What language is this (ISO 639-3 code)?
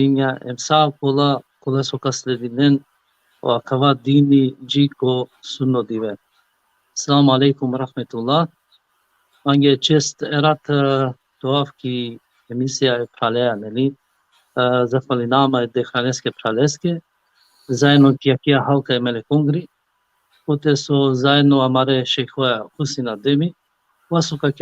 rmn